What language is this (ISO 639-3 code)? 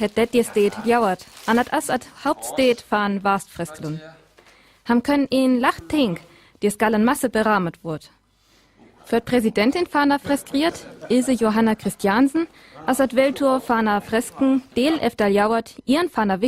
frr